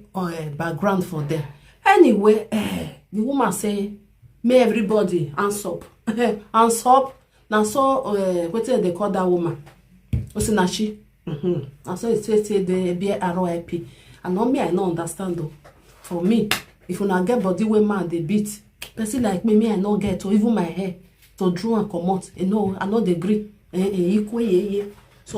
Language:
Nigerian Pidgin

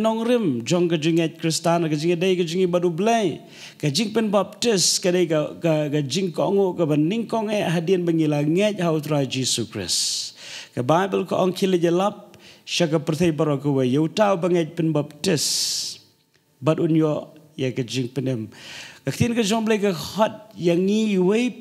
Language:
Khasi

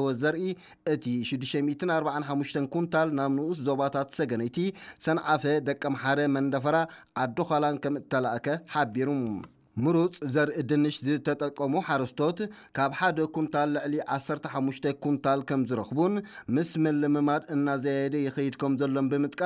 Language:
Tigrinya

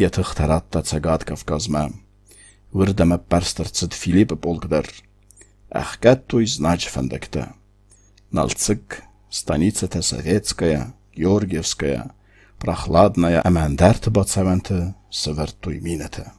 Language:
Ossetic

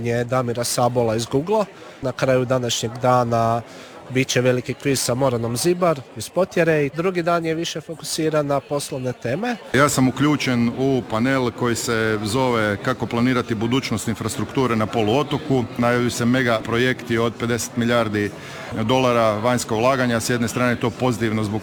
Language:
Croatian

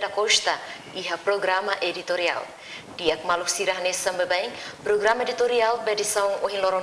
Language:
Tetum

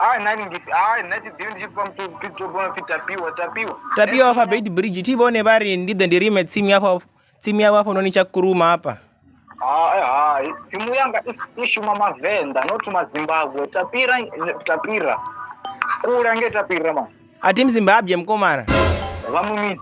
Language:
Venda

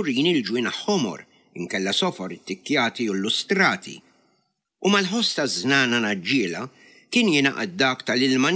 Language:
Maltese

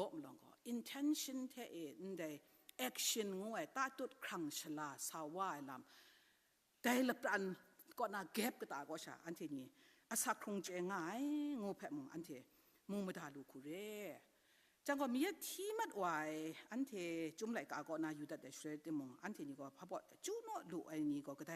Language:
Kachin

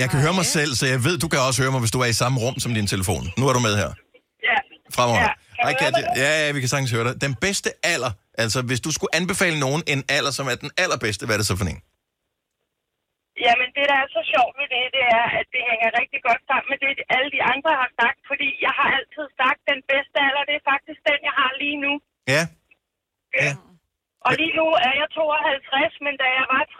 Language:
Danish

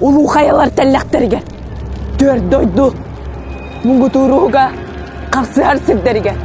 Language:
Yakut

